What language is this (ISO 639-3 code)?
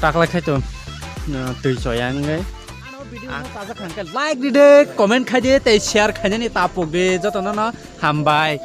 trp